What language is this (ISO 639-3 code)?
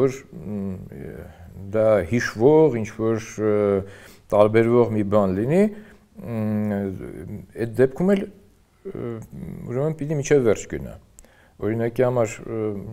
hye